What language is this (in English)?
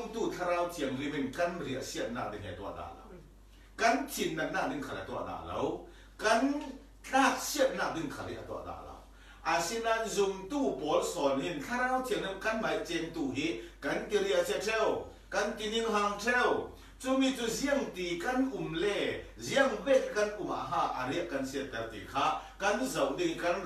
Falam Chin